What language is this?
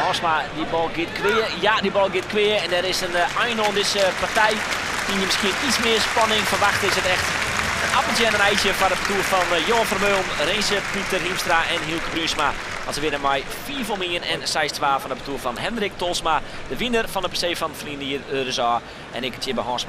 Western Frisian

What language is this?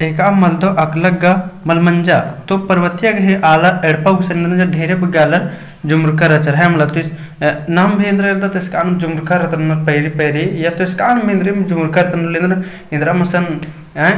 Kurukh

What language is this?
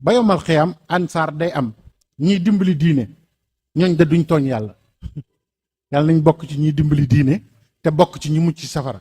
Wolof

